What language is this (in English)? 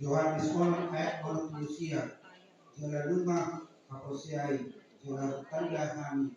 Batak Toba